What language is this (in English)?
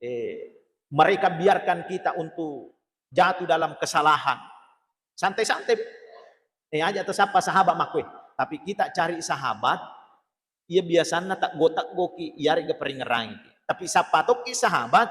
Buginese